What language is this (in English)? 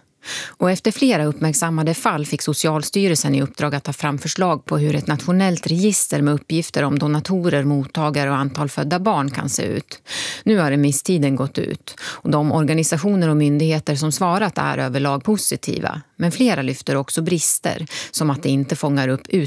Swedish